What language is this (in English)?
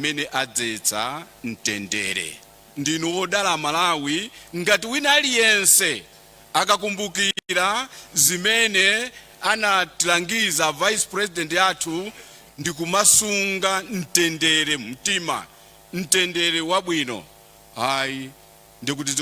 Nyanja